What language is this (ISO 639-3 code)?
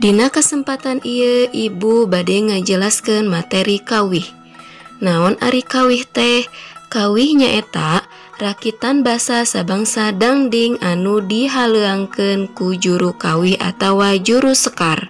sun